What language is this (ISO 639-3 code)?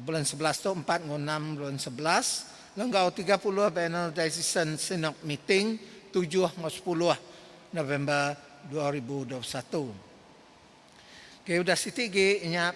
iba